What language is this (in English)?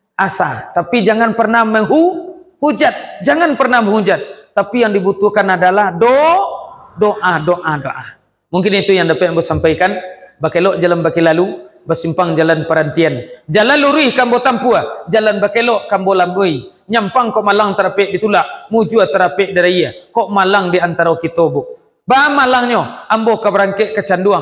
Minangkabau